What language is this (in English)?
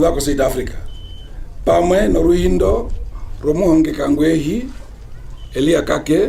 Herero